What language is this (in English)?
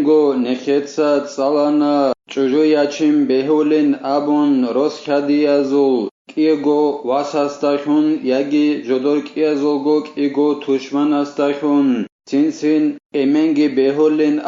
Avaric